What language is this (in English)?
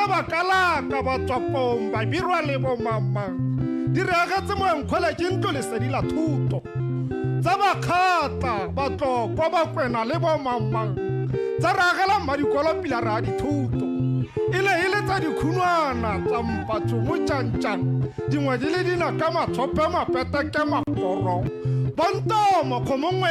Tswana